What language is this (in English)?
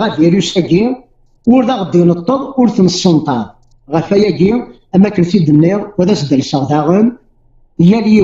Kabyle